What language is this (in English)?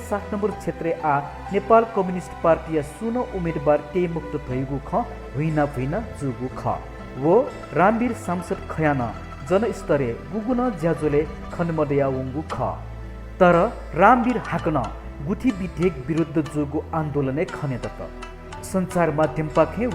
Newari